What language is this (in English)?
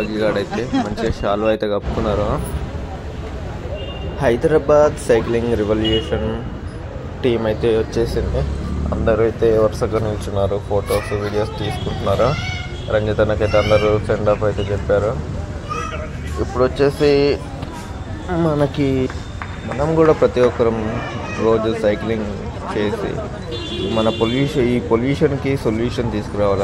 Telugu